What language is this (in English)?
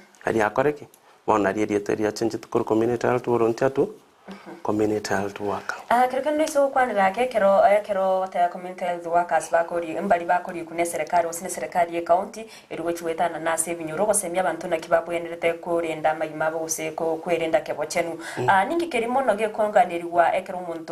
Gusii